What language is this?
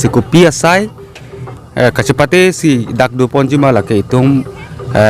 Karbi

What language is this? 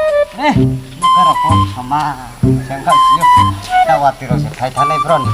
Riang (India)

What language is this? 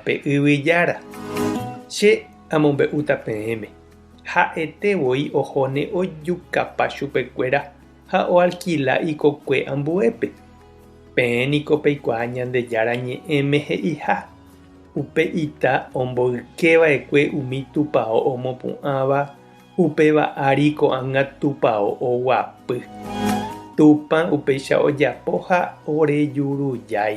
Guarani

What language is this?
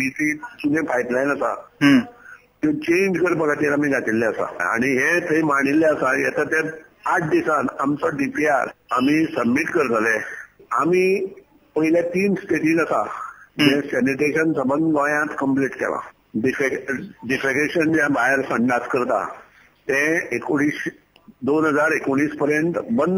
Konkani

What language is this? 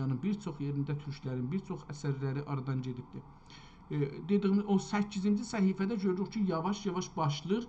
South Azerbaijani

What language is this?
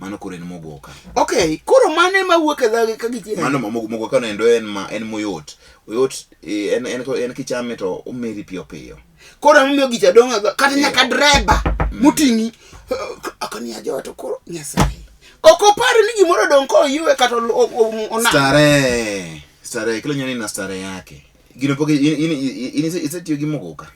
Luo (Kenya and Tanzania)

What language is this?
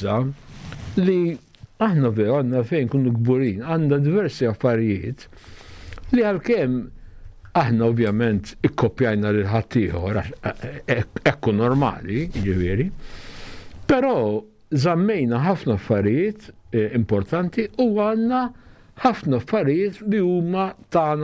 Maltese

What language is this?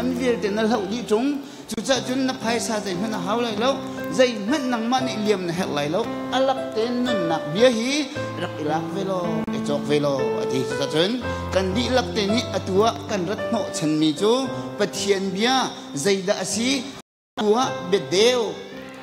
Hakha Chin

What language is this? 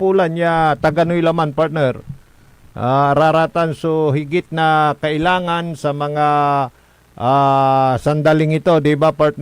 Pangasinan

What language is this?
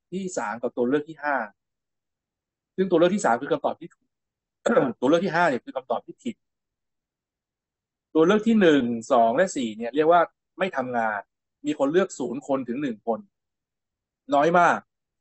Thai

